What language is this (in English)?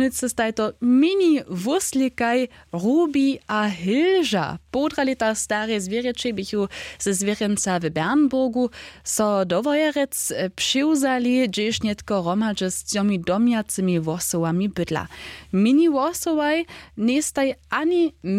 Upper Sorbian